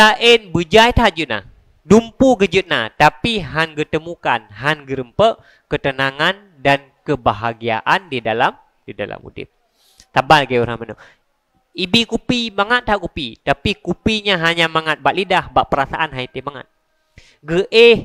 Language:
Achinese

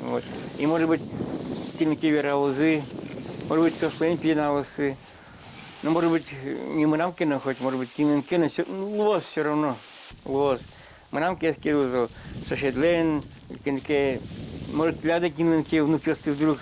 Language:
Udmurt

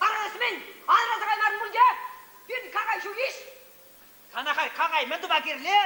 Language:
Chuvash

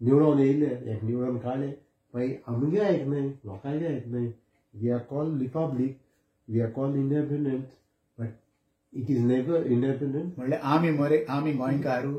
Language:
Konkani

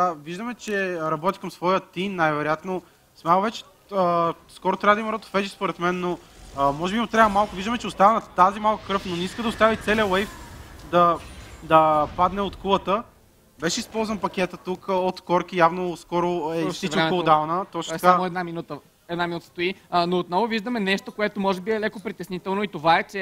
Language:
Bulgarian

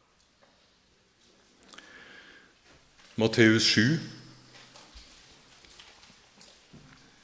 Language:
Norwegian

